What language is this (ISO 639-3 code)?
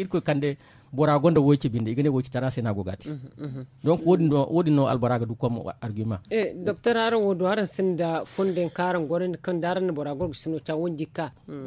dje